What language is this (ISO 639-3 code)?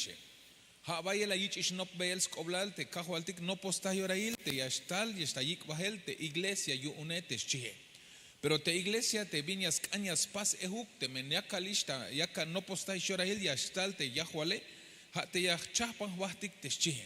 tzh